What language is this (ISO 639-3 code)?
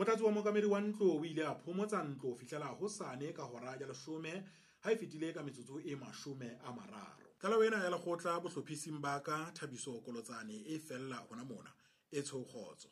sot